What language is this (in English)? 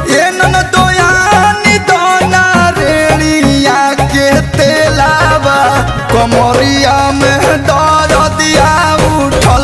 Bhojpuri